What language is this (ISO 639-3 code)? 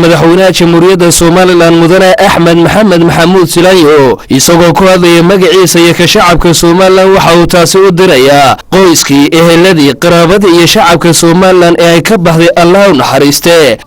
som